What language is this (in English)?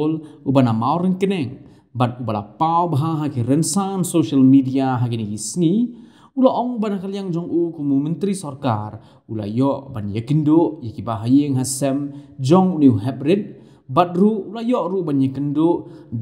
Khasi